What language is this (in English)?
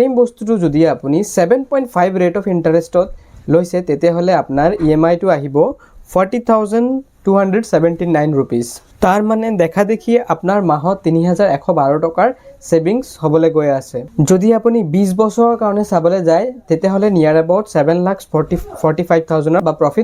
Assamese